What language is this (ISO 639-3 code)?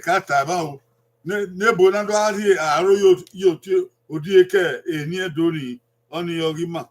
bin